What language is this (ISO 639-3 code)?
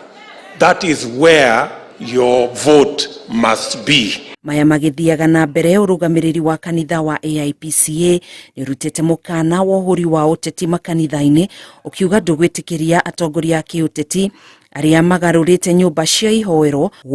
kik